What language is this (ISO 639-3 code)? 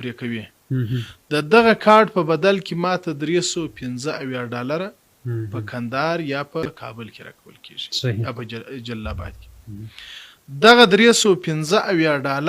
pus